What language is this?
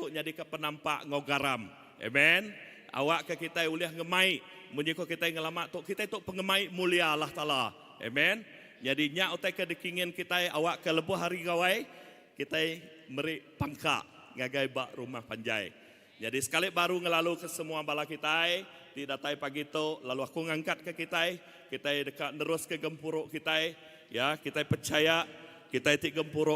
Iban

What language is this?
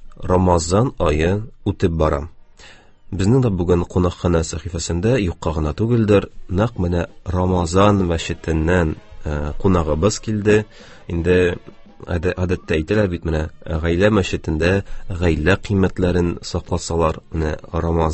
Tatar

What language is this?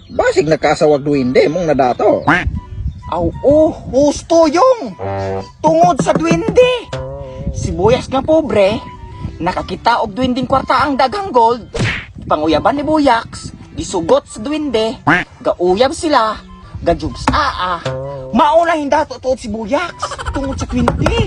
Cebuano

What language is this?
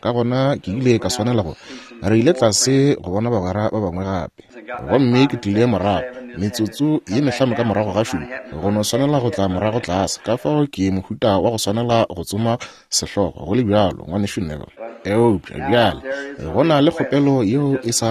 Northern Sotho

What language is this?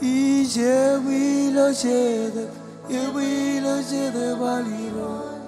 Marshallese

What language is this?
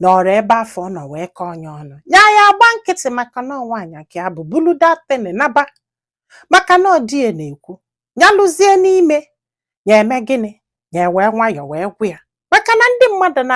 Igbo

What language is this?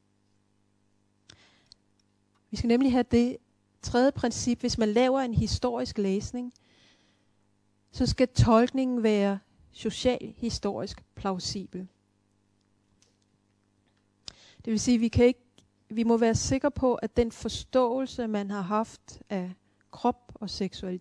Danish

